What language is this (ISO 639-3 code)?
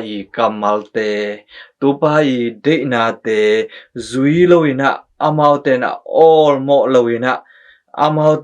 ctd